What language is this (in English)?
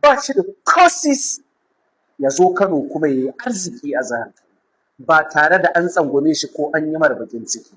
Hausa